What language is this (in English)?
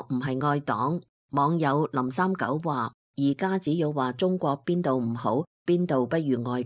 Cantonese